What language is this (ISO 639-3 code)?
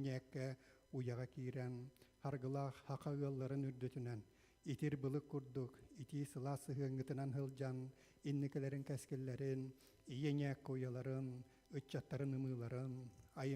sah